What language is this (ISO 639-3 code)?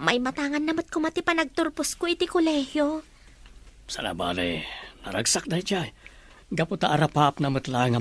ilo